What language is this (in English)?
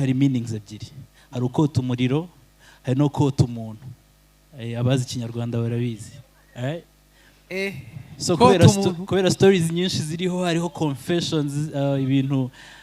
Kinyarwanda